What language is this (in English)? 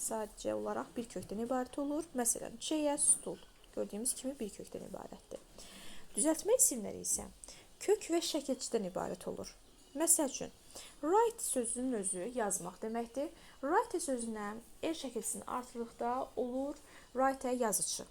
Azerbaijani